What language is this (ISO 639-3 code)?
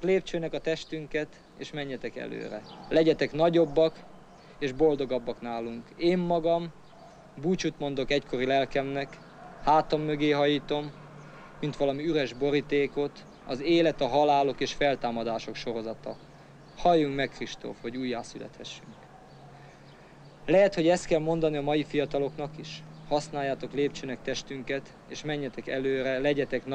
hun